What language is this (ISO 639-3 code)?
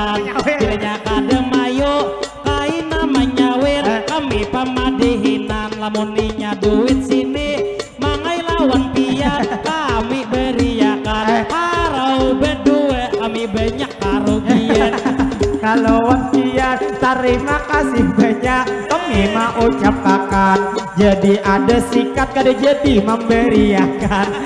bjn